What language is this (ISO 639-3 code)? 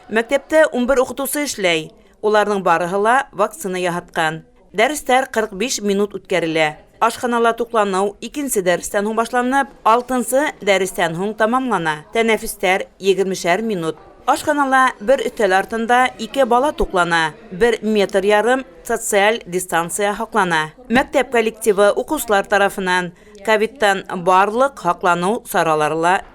bak